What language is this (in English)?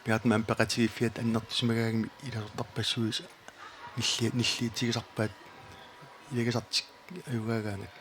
Kalaallisut